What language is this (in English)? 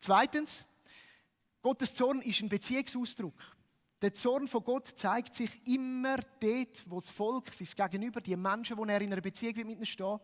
Swiss German